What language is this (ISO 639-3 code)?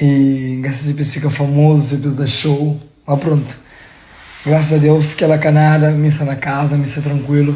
kea